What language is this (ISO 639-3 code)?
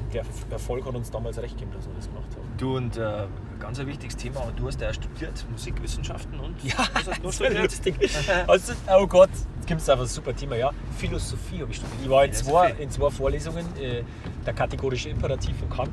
bar